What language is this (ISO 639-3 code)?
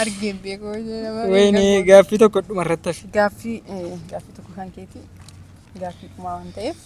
orm